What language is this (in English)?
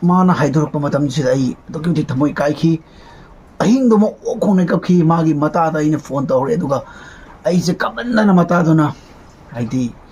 Manipuri